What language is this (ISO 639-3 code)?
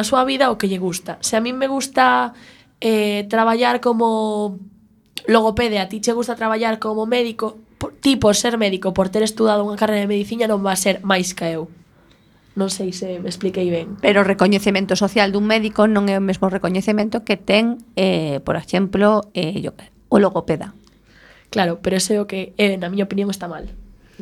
glg